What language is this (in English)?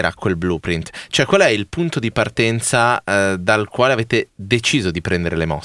Italian